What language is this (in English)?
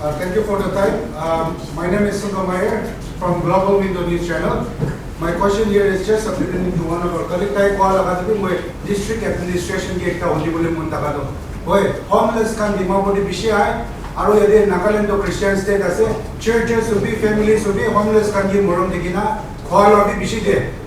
Naga Pidgin